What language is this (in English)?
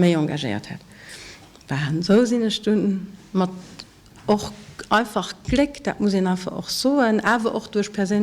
Luxembourgish